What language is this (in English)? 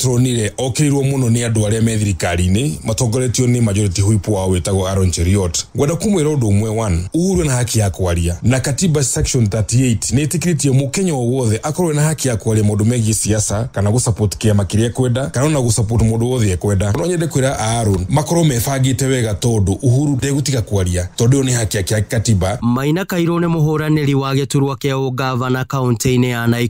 Kikuyu